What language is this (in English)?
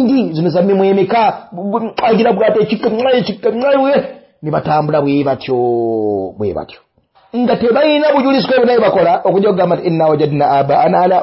Ganda